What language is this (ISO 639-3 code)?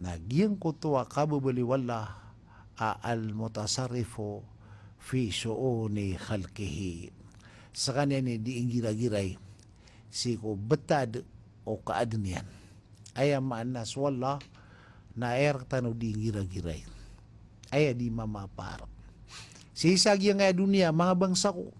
mrw